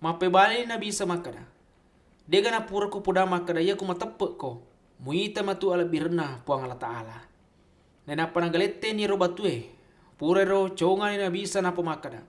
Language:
Buginese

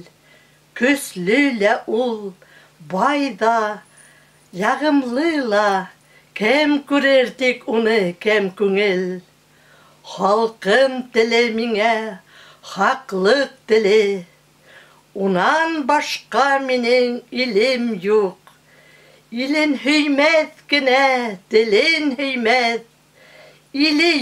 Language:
Bashkir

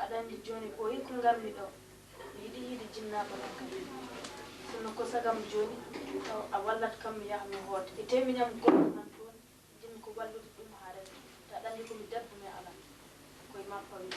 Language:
Fula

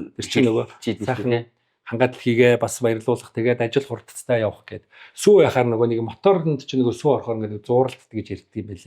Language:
Mongolian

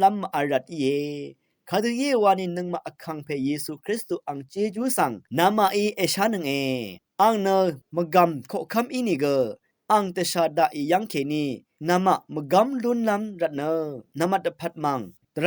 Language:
Rawang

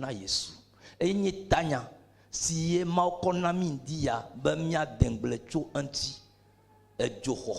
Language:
Ewe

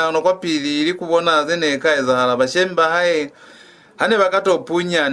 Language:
Lozi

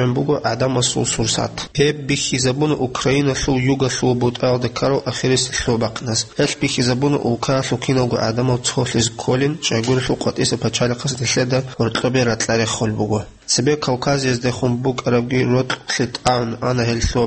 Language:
Avaric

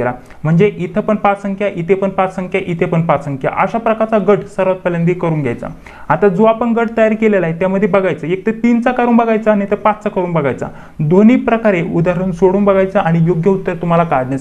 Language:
Marathi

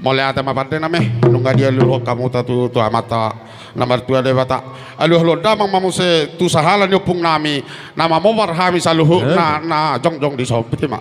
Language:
Batak Toba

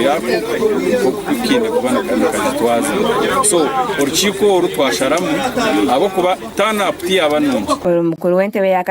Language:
Nyankole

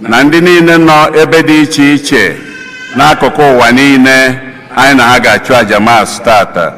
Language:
Igbo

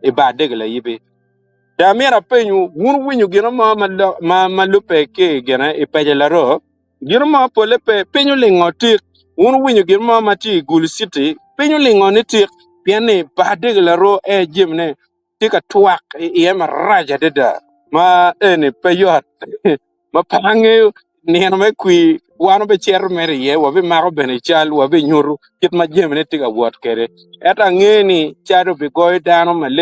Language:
Acoli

